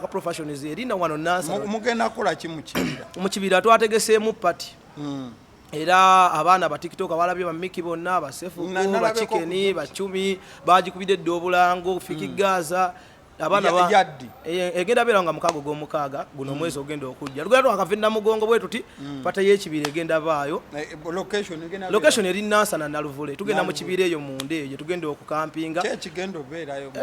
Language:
Ganda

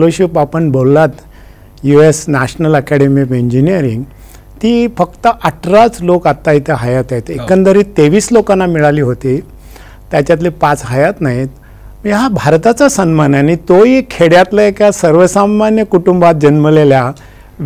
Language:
Marathi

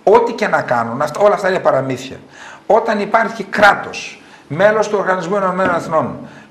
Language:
Greek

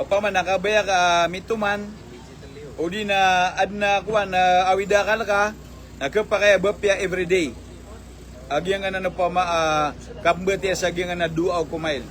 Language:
Maranao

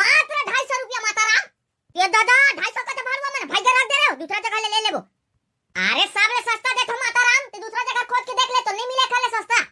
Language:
Chhattisgarhi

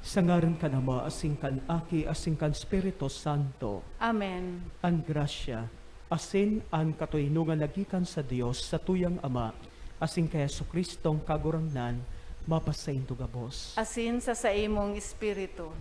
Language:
Bikol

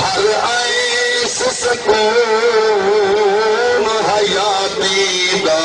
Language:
Saraiki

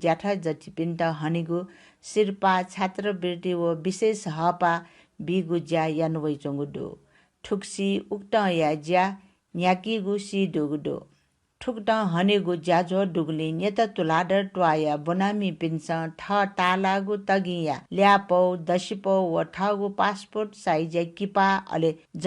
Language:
Newari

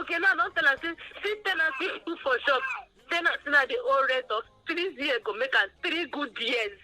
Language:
Nigerian Pidgin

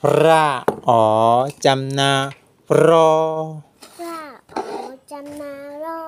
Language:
Shan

